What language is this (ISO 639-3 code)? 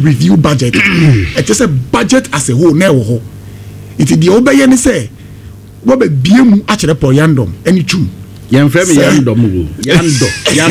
aka